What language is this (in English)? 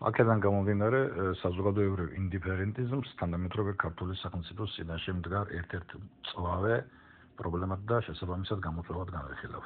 Georgian